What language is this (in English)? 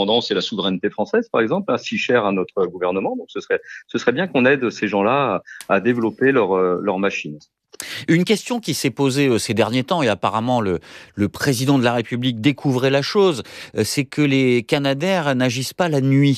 French